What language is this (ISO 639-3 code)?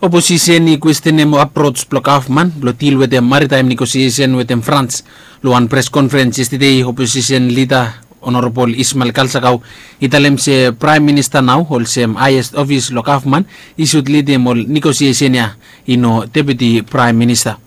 bis